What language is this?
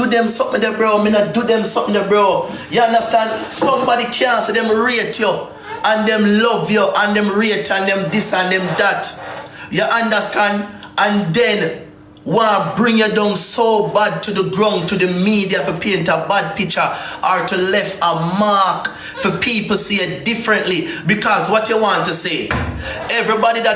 Jamaican Creole English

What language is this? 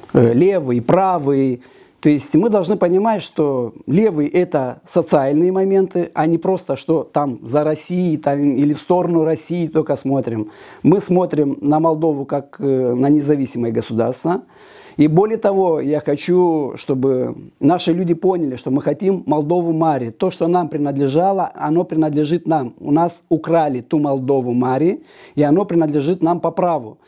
Russian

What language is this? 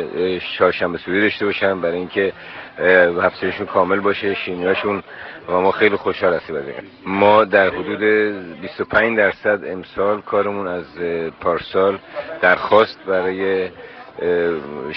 Persian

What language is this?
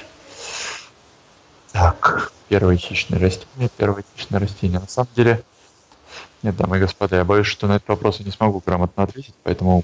Russian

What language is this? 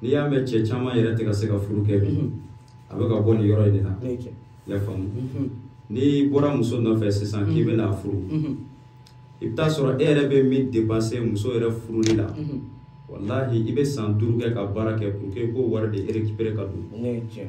Bambara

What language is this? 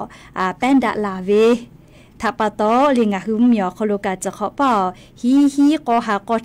Lahu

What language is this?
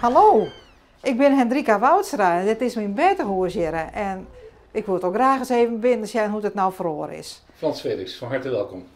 Western Frisian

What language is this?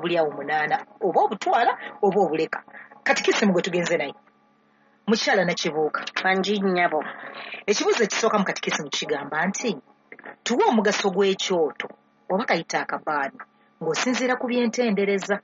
Ganda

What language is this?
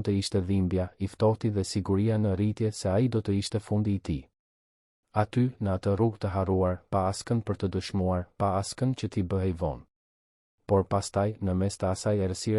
Albanian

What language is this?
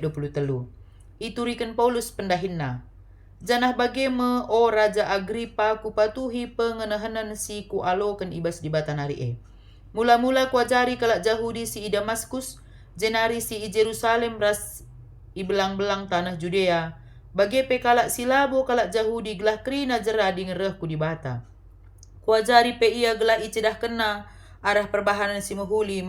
Batak Karo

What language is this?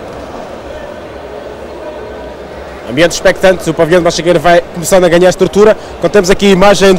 Portuguese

